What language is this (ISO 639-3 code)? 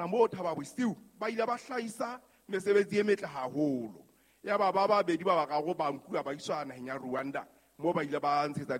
sot